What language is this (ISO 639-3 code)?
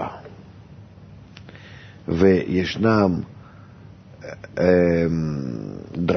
heb